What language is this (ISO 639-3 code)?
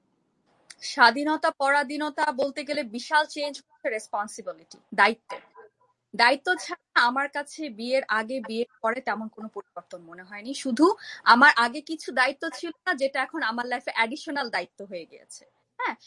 ben